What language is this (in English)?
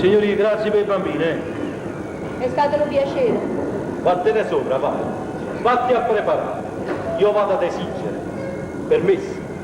Neapolitan